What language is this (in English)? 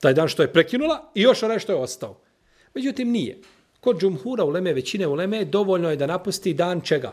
Bosnian